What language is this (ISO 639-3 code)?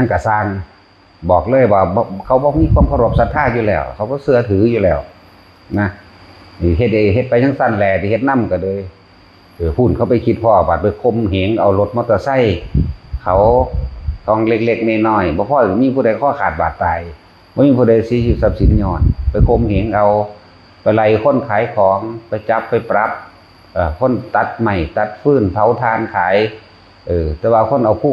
tts